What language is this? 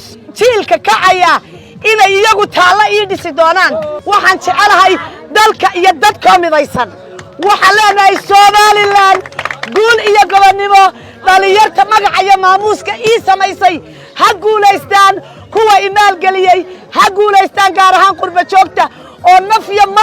Somali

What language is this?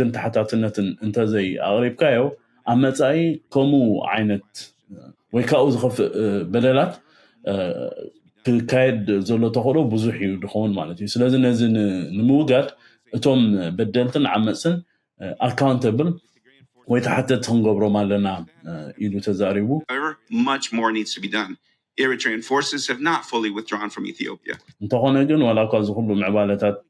Tigrinya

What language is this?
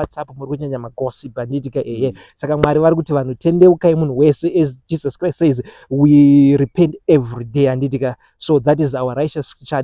Shona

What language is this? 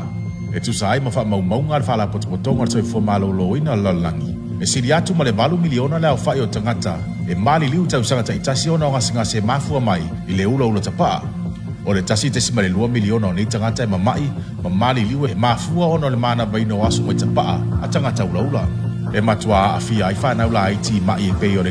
Samoan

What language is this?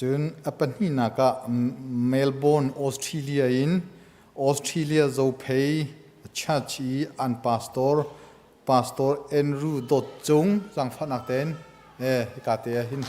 Hakha Chin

